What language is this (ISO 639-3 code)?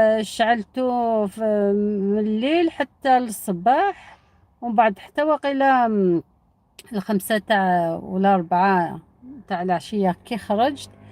arq